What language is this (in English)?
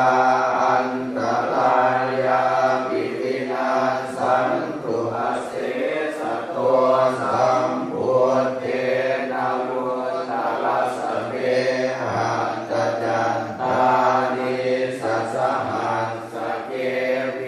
Pali